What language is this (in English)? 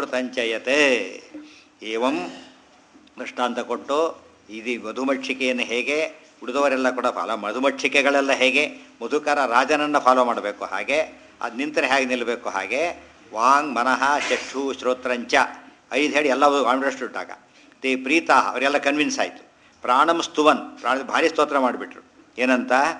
Kannada